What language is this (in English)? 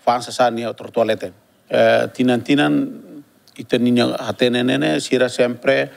Tetum